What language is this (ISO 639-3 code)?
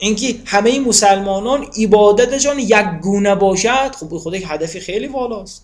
tgk